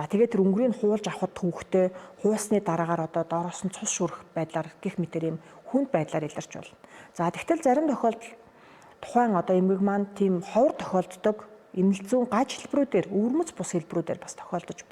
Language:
Mongolian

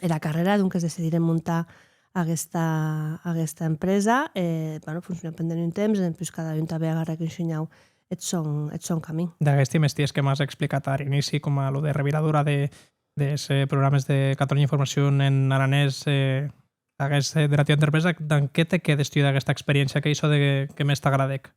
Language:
Occitan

